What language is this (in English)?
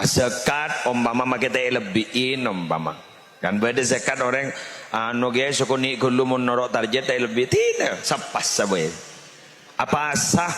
Madurese